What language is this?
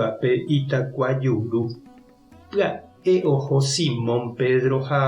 Guarani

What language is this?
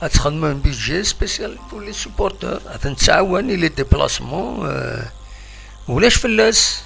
Kabyle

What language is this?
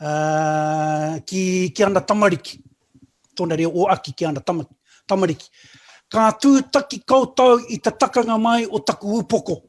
Māori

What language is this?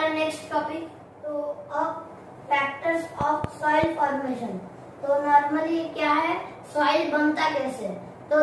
Hindi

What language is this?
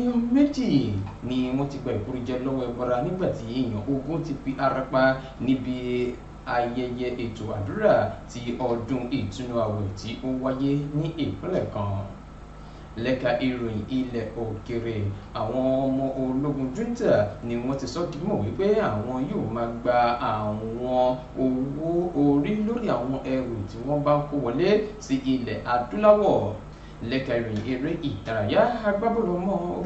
Yoruba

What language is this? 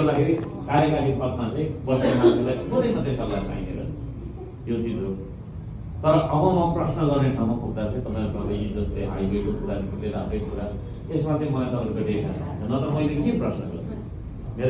Nepali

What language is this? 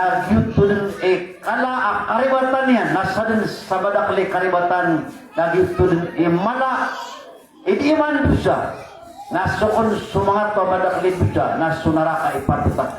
Maranao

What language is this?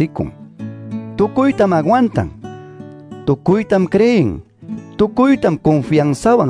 Quechua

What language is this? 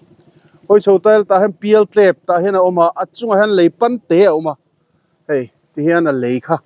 Mizo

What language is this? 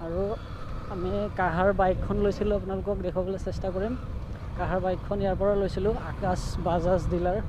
Assamese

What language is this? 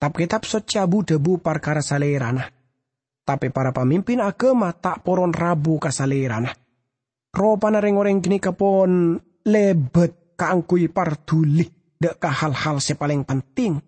Madurese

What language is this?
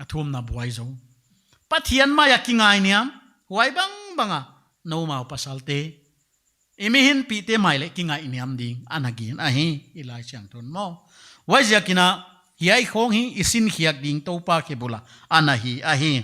Paite Chin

